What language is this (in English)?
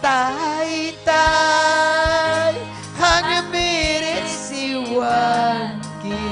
Ayacucho Quechua